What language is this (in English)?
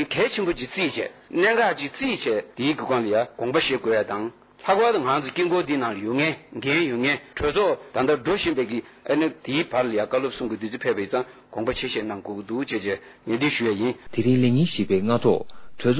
Tibetan